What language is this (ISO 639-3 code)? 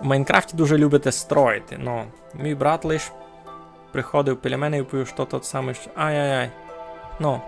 rue